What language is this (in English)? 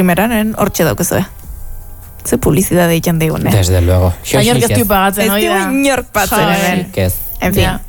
Basque